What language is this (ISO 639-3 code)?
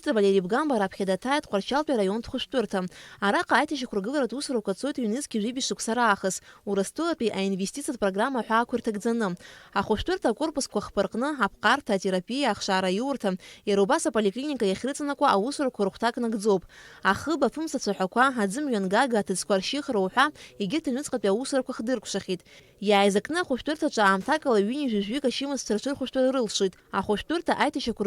abk